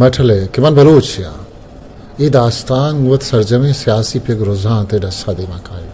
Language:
Eastern Balochi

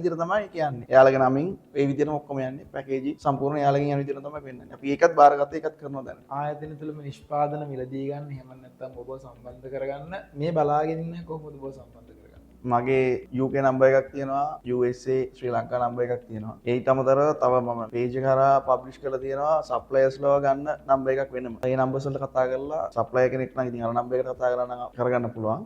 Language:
Sinhala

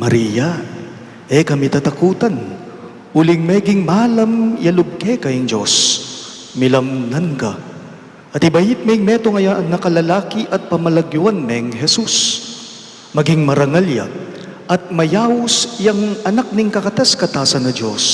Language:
Pampanga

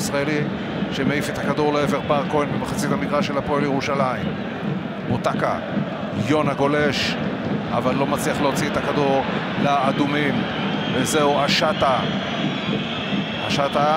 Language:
Hebrew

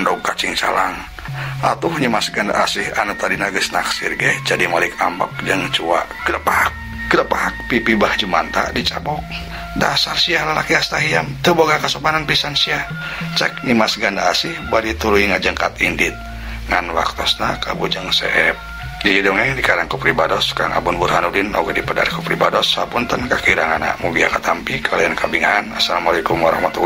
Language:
Sundanese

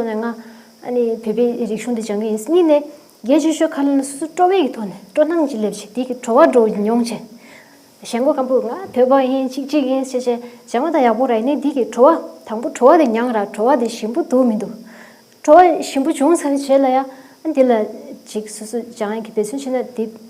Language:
Tibetan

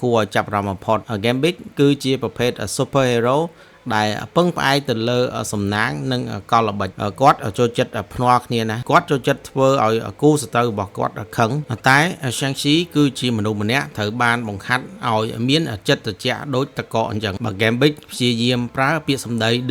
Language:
Khmer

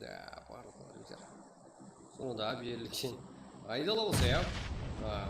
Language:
Kara-Kalpak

